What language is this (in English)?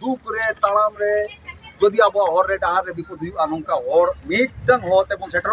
Santali